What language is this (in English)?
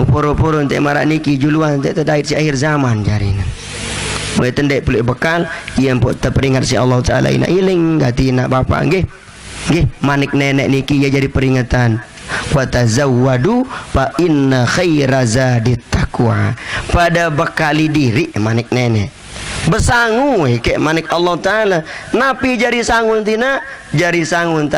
Sasak